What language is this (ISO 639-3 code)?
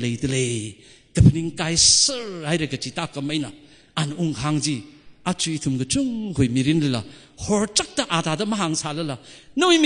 nmf